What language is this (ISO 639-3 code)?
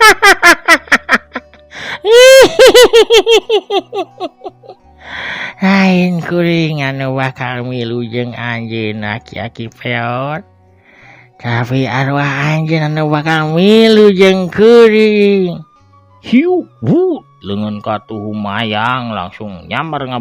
sun